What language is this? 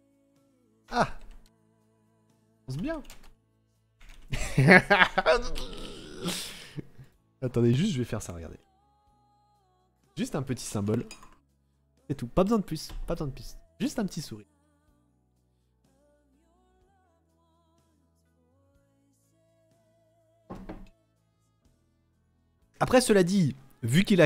French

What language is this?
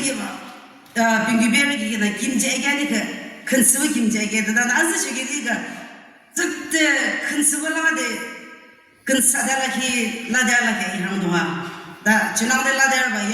Yimchungru Naga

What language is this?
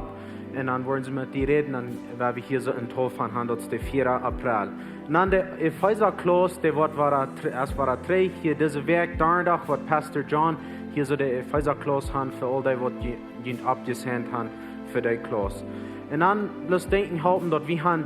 Plautdietsch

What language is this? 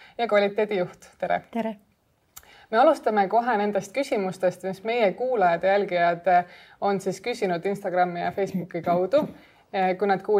Estonian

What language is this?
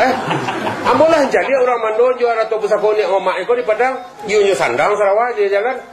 Minangkabau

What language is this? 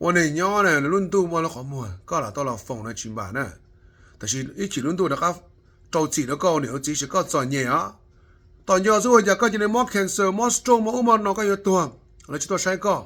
Hmong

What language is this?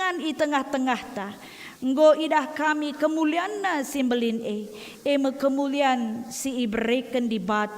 Batak Karo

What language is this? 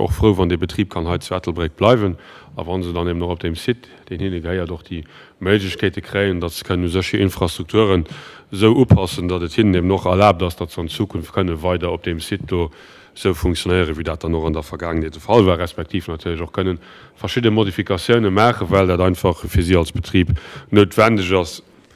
Luxembourgish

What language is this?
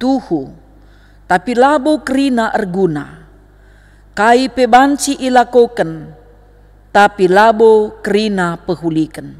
Batak Karo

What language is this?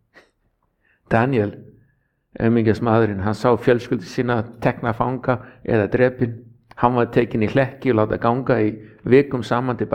Icelandic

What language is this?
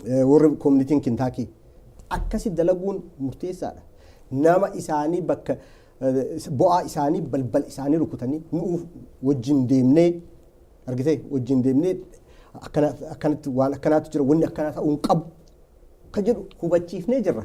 Oromo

